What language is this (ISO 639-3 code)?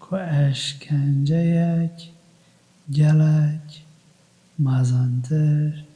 kur